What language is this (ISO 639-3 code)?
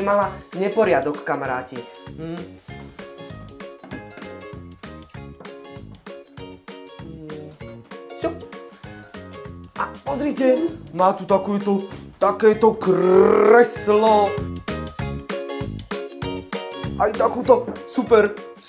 slk